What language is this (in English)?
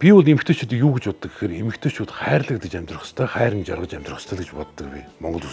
Mongolian